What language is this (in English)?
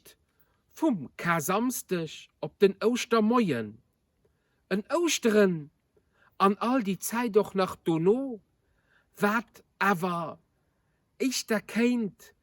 Luxembourgish